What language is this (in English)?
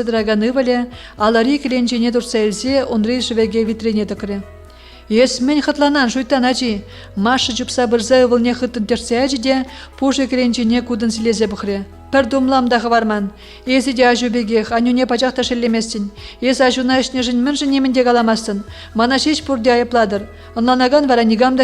Chuvash